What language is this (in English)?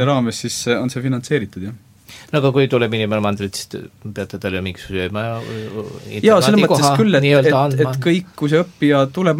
Estonian